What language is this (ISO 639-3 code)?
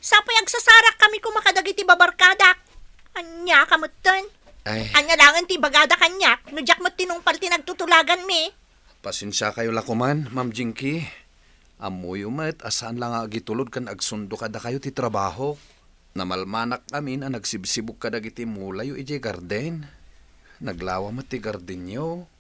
ilo